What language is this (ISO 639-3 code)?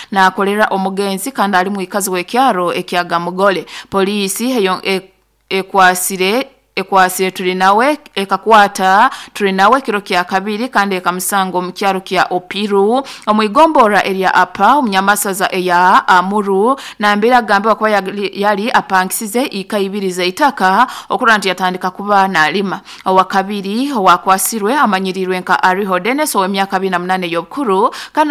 nyo